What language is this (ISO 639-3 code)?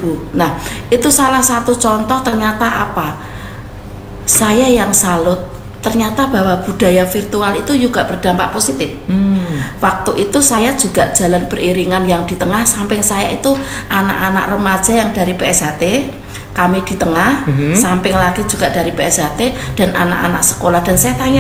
ind